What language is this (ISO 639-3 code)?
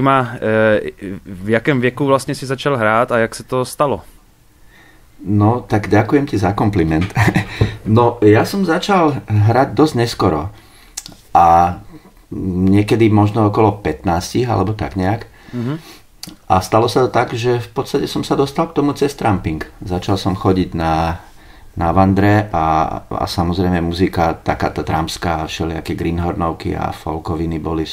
slk